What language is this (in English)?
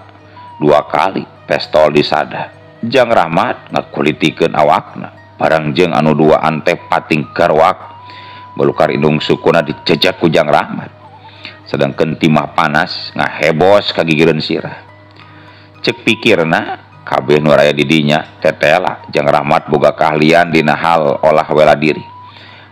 Sundanese